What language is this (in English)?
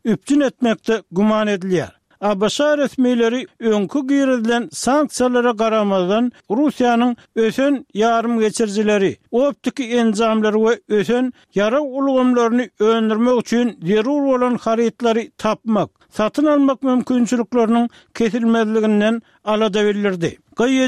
Turkmen